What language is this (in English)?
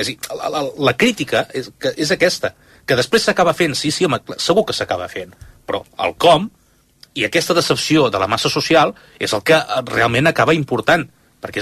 Catalan